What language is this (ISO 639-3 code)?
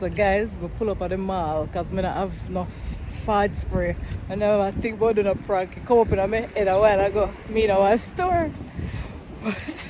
jam